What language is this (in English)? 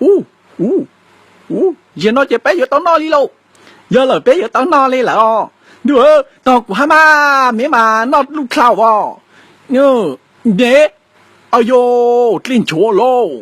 Hmong